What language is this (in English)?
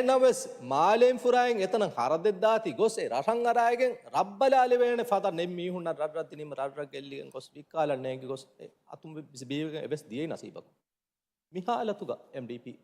Divehi